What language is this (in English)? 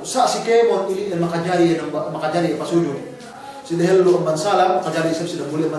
Yakan